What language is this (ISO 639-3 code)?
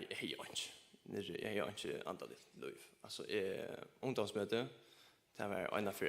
fao